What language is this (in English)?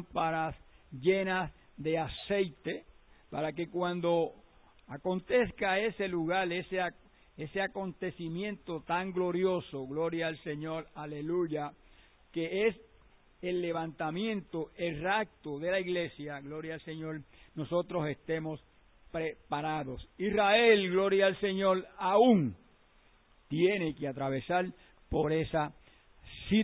Spanish